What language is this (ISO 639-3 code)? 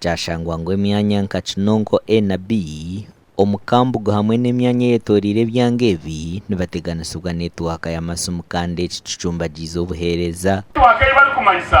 nyn